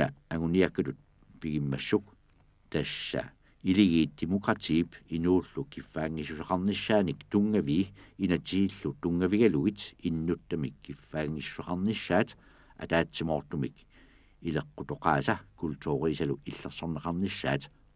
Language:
Kalaallisut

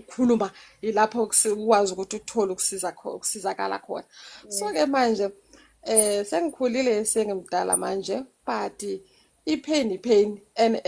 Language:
Zulu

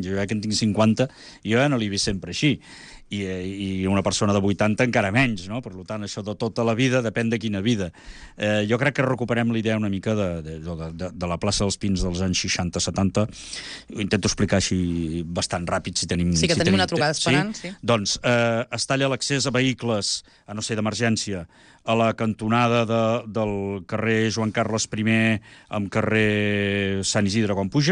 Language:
Catalan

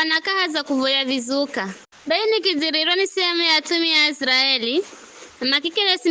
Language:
Giryama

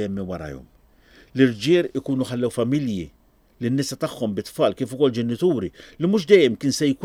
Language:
Maltese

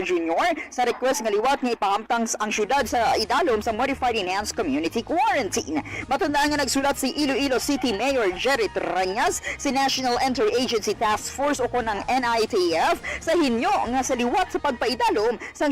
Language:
Hiligaynon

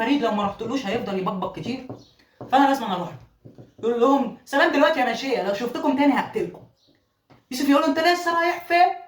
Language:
Egyptian Arabic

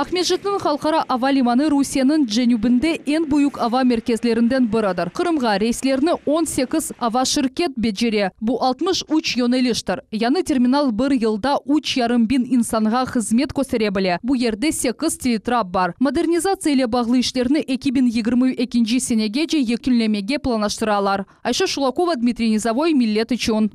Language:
Crimean Tatar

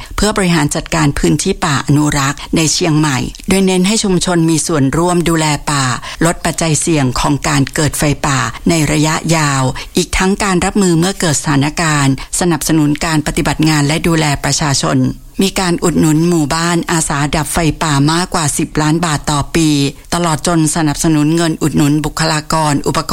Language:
Thai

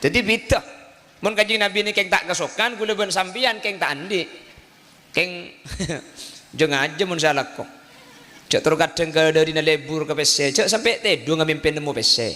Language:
Madurese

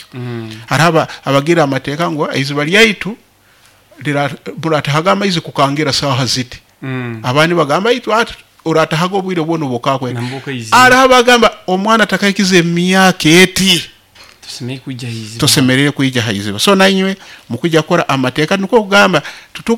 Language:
Nyoro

